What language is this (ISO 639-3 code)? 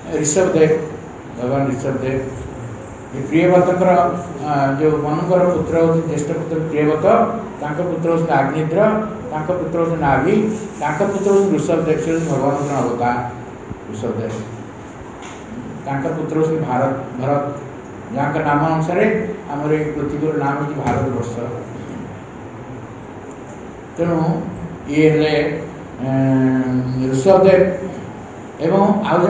ori